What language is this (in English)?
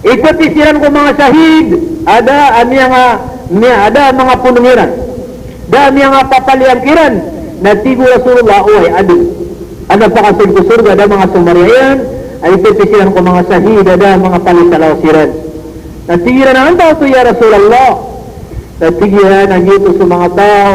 Maranao